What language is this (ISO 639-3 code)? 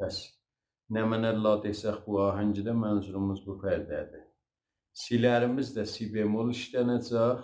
azb